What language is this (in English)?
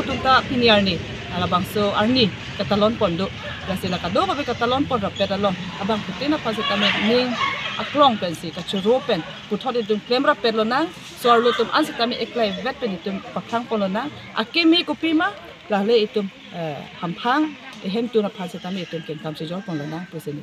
Karbi